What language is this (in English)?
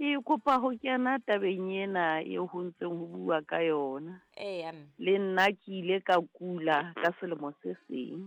Southern Sotho